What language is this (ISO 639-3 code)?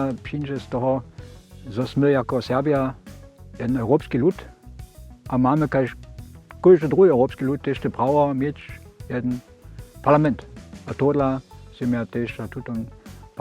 hsb